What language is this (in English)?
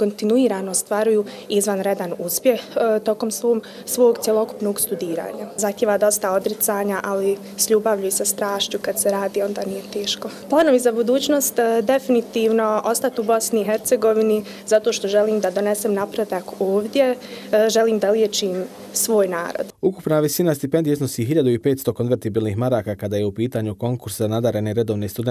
Bosnian